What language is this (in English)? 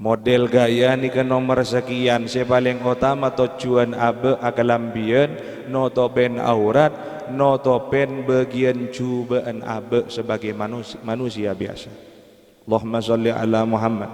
Madurese